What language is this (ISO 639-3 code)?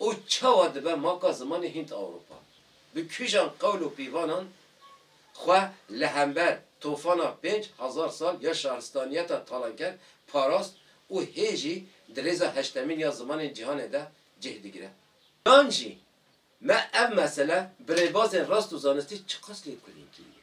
kur